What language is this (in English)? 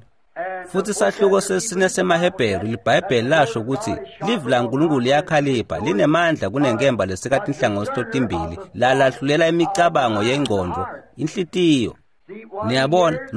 Swati